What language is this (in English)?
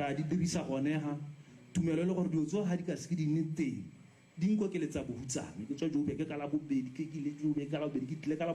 Tswana